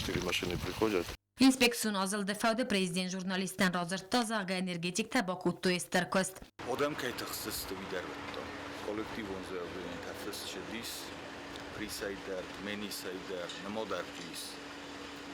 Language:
Ossetic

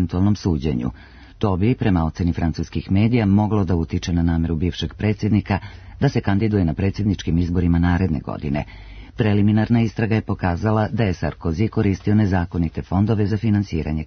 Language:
Serbian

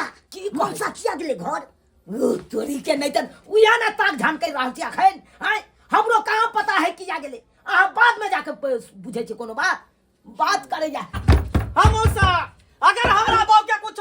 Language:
Maithili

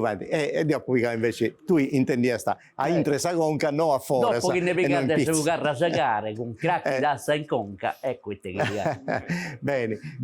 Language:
Sardinian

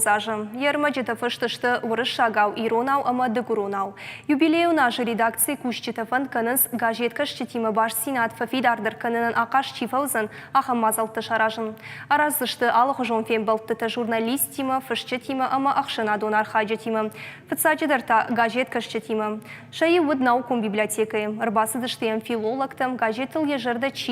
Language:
Ossetic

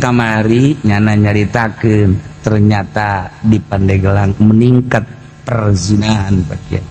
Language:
Sundanese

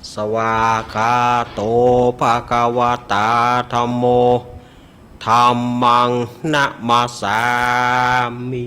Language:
Pali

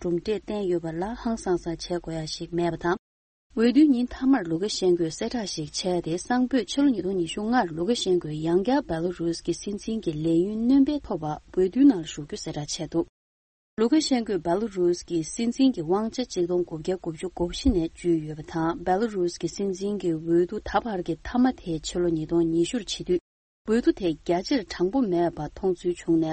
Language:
Tibetan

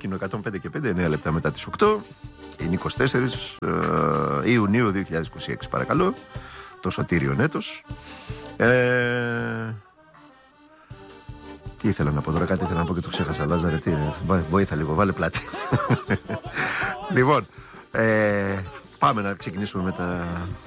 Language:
Greek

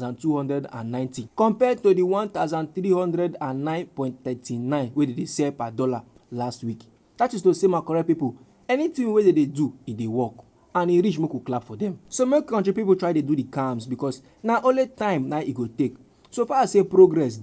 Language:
Nigerian Pidgin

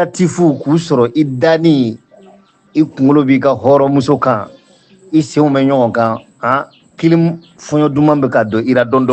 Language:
Bambara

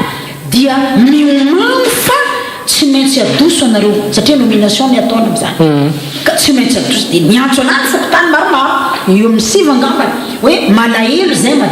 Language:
Malagasy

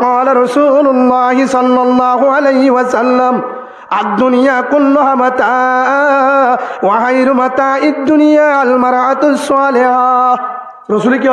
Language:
Rohingya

